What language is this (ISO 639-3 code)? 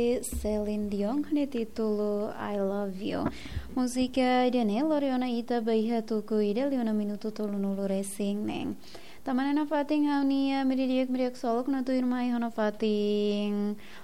tet